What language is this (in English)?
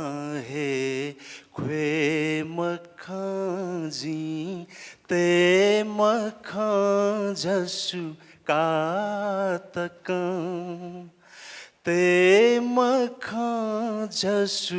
Newari